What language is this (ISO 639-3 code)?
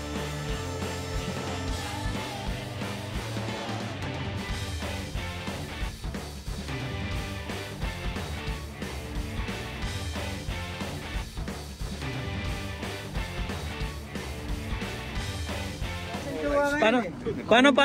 fil